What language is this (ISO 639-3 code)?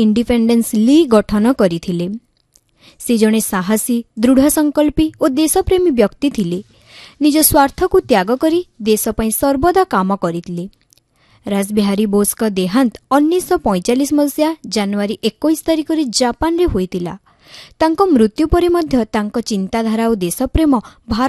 ori